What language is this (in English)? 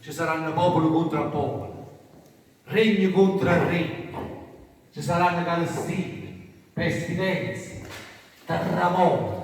Neapolitan